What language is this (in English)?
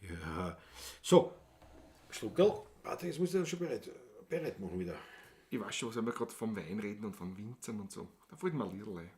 Bavarian